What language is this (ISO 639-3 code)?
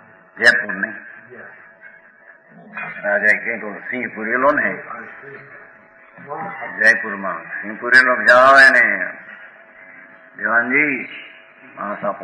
guj